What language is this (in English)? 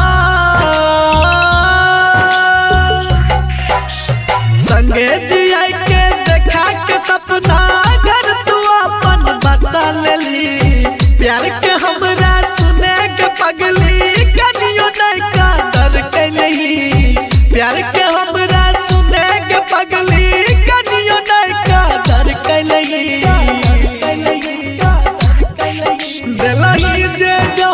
Bhojpuri